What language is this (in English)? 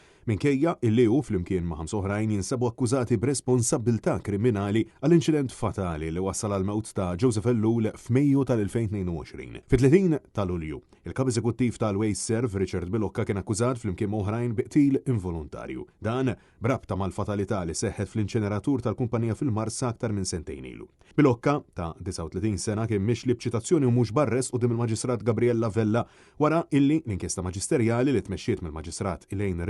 Maltese